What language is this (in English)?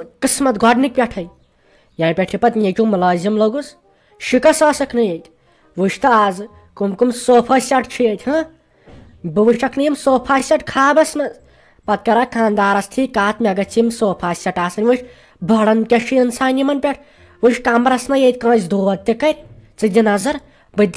Kashmiri